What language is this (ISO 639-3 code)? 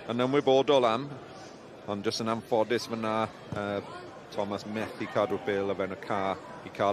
cym